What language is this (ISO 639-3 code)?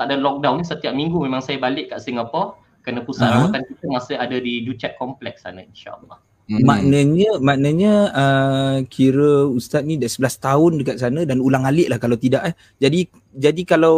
msa